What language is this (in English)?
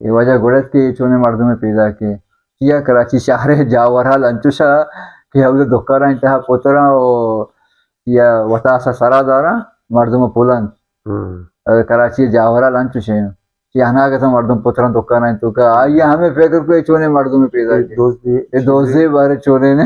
Baluchi